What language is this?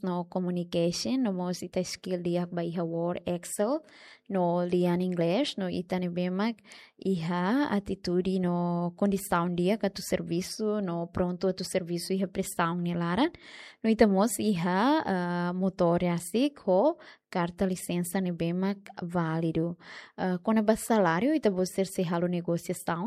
Tetum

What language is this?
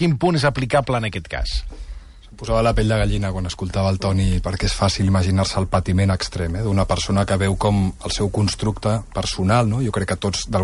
Catalan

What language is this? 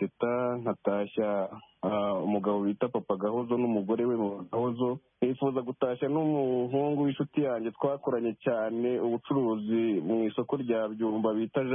Kinyarwanda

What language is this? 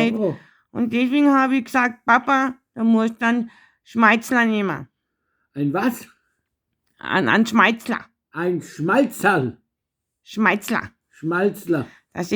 Bavarian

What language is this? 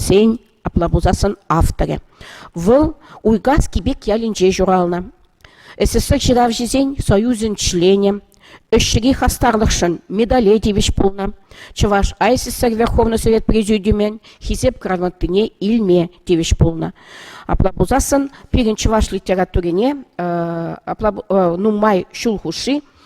Chuvash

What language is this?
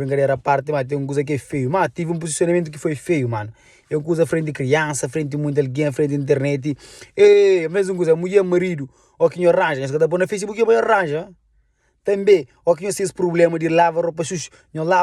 Kabuverdianu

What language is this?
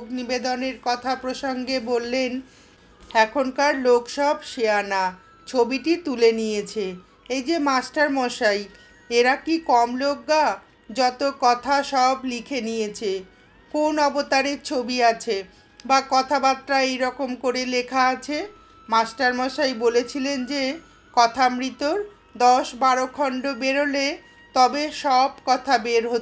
Bangla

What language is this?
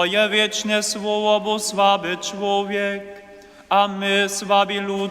Upper Sorbian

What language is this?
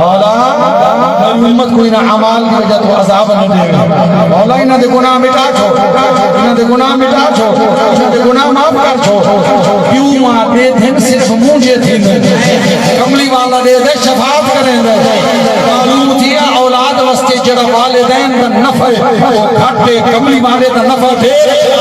Saraiki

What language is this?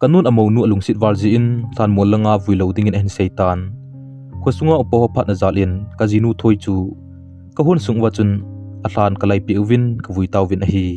Thado Chin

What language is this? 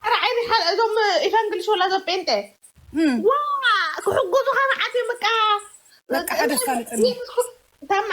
Tigrinya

